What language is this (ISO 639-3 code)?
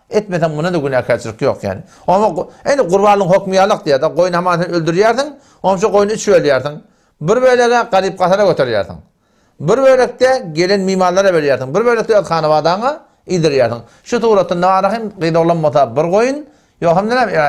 tuk